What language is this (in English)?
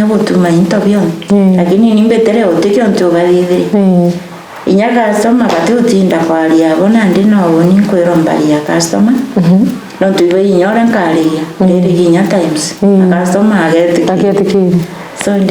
Meru